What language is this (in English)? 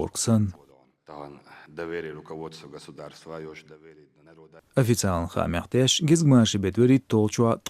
Chechen